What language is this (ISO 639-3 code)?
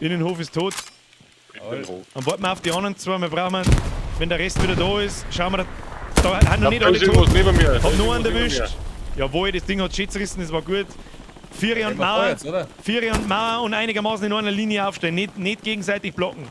bar